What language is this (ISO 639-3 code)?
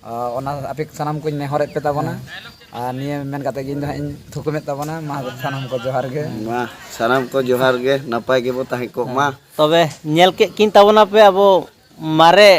sat